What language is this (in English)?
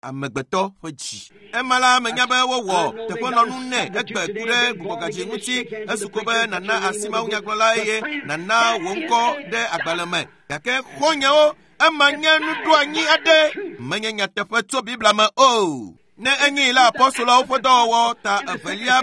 Ewe